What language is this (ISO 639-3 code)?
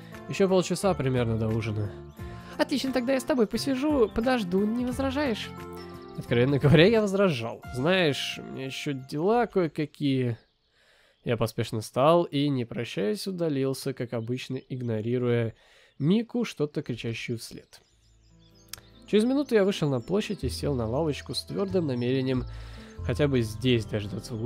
rus